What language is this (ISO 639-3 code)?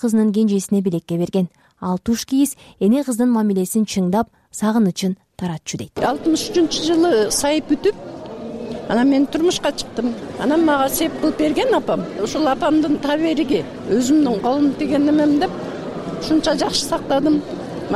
kir